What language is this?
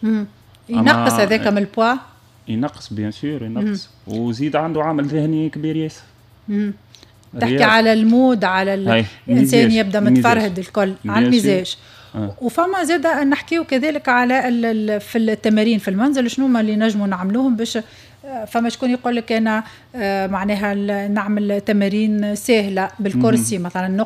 Tunisian Arabic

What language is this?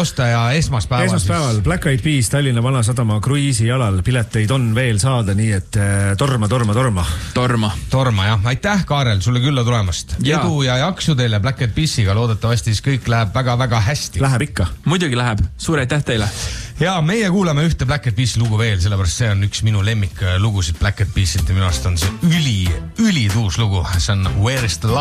Estonian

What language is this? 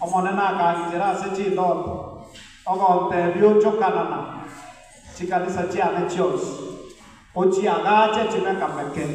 Gusii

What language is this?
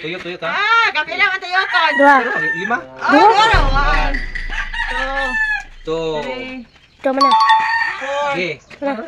Cebuano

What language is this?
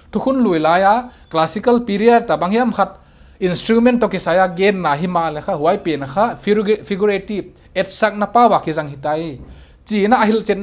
Paite Chin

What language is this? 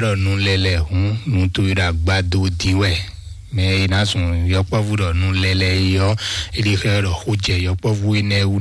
Fon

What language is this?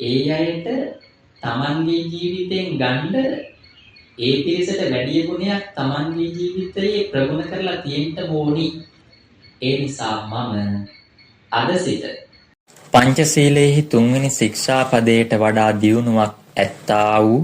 Sinhala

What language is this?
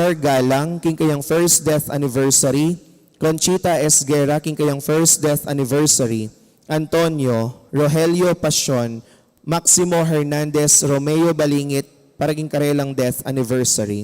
Pampanga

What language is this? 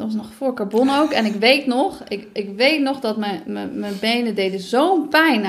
Dutch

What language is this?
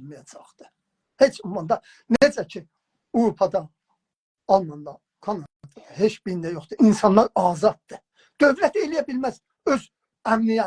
South Azerbaijani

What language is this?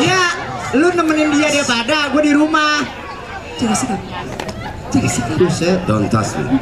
Betawi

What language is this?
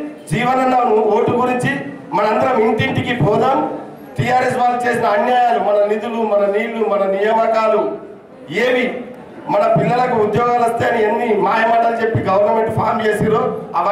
Telugu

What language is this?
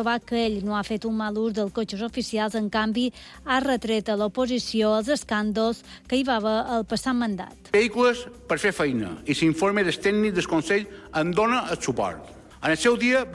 Catalan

